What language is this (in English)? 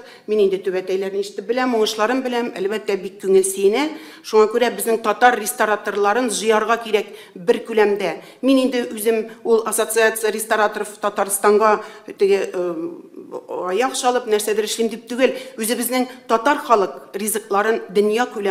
Tatar